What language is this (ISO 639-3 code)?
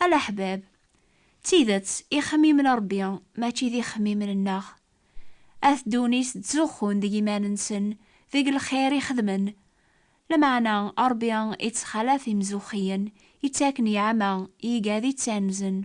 kab